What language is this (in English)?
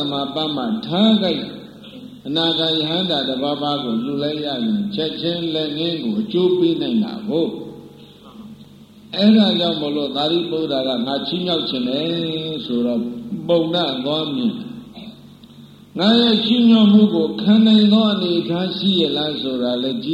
Burmese